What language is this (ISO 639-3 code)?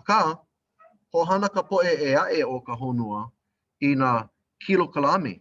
haw